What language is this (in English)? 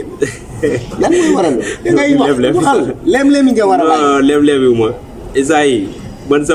Wolof